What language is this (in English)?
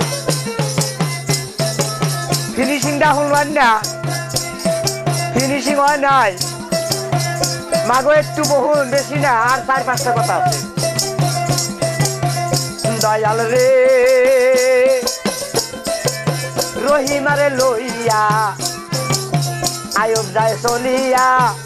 Bangla